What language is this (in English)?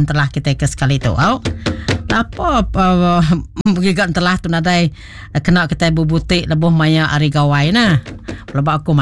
Iban